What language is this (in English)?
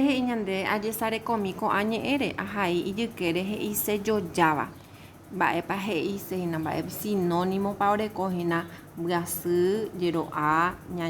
Guarani